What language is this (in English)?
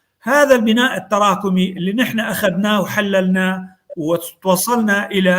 North Levantine Arabic